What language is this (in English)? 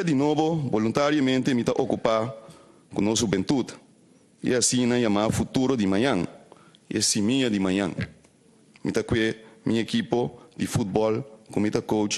Papiamento